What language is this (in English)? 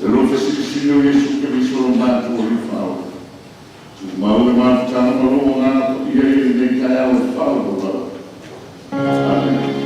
Samoan